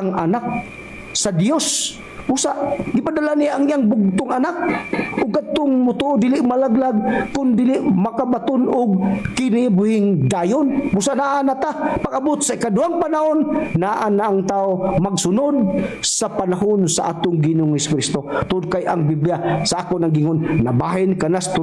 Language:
Cebuano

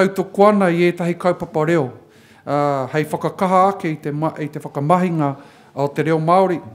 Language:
Māori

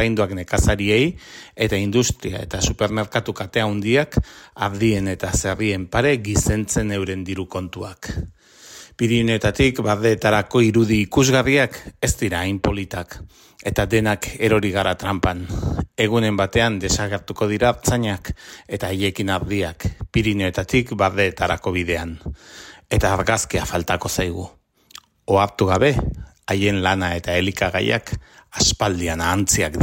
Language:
Basque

